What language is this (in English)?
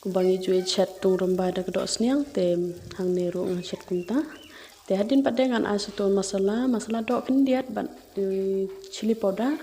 Khasi